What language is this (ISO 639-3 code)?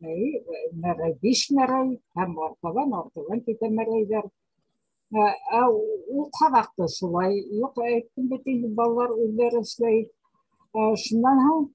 bak